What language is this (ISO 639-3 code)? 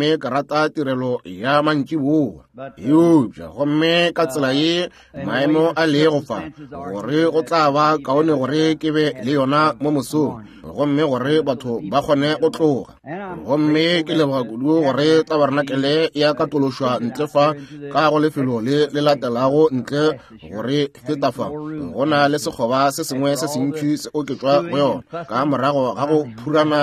nso